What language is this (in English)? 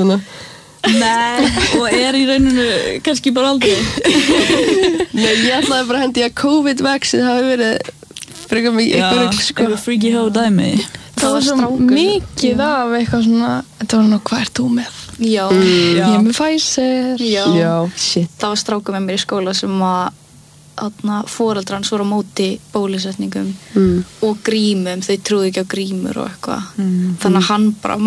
Icelandic